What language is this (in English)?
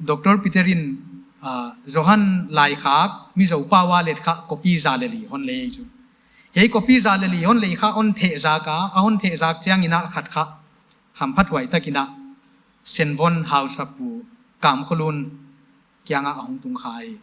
Paite Chin